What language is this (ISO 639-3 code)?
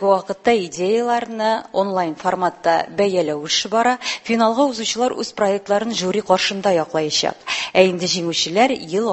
tat